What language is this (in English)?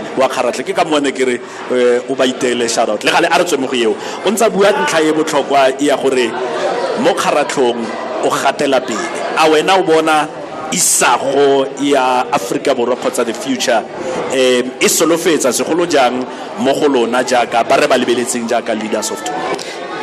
Tswana